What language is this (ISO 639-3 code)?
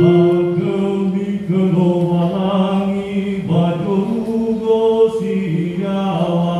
nia